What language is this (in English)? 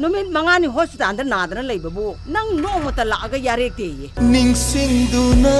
Manipuri